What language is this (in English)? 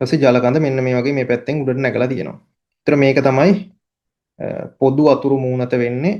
Sinhala